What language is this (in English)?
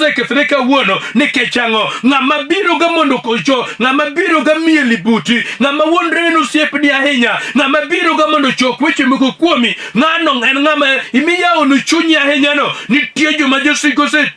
Luo (Kenya and Tanzania)